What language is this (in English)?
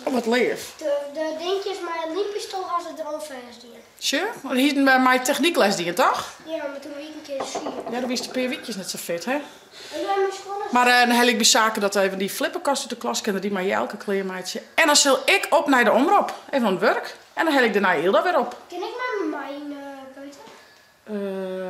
Western Frisian